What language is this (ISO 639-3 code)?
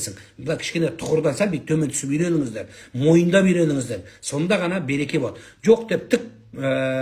kaz